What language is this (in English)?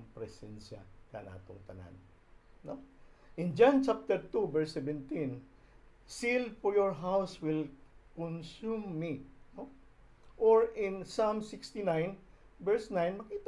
Cebuano